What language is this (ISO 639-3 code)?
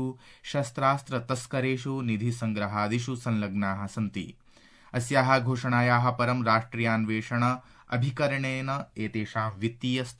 san